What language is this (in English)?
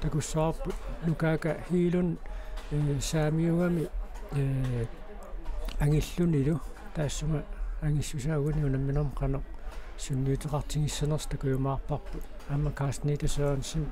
Kalaallisut